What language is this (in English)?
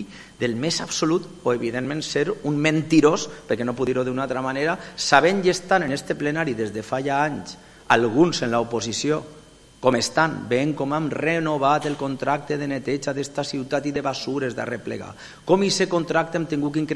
Catalan